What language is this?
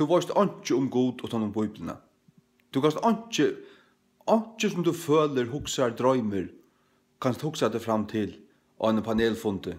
Faroese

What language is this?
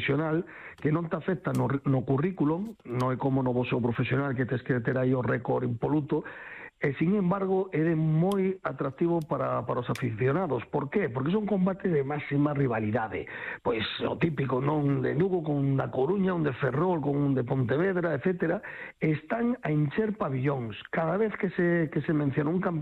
Galician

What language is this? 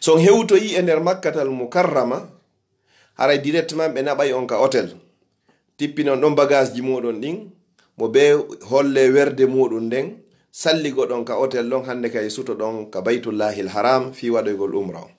Fula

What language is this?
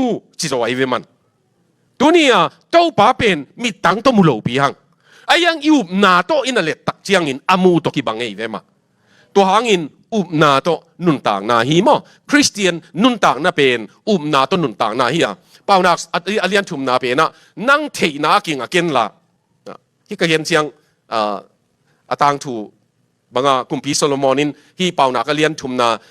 Tedim Chin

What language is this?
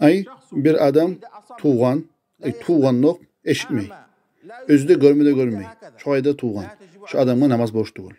Kumyk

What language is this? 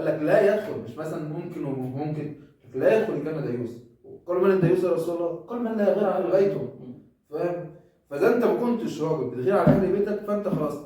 Egyptian Arabic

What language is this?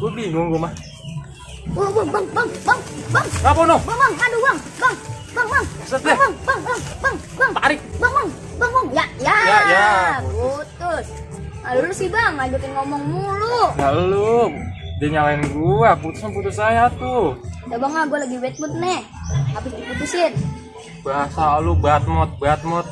Betawi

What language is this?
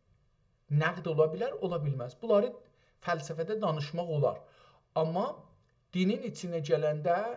South Azerbaijani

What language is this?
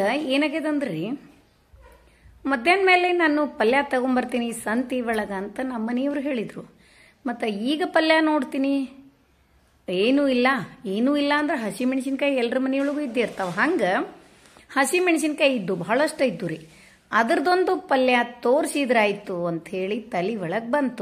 Kannada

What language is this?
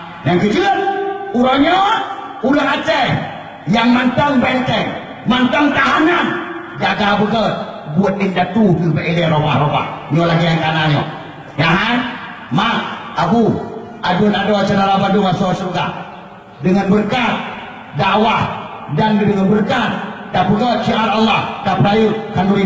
Achinese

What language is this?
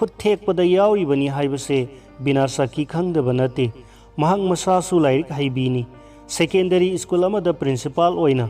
Manipuri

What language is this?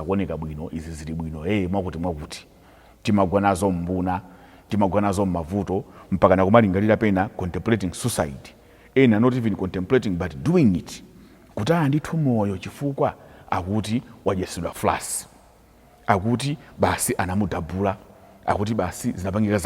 Nyanja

